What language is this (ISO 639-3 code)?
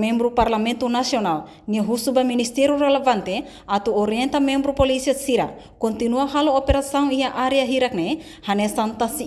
tet